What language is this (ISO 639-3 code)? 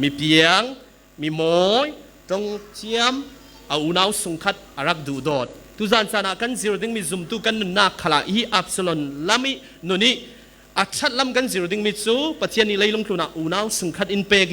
cfm